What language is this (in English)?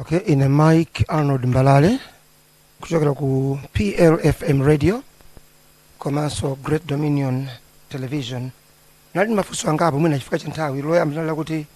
Nyanja